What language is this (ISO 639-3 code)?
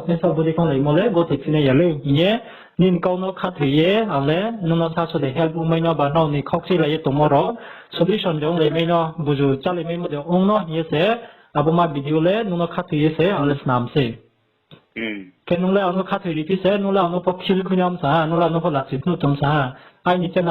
ria